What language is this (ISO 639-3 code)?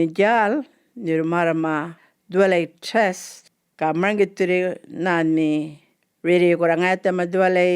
djr